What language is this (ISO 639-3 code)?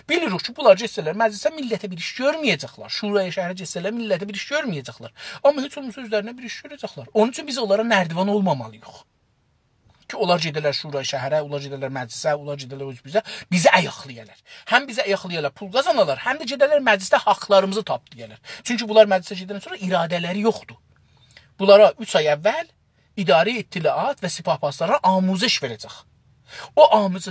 azb